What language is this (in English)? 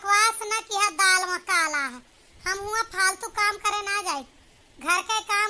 Awadhi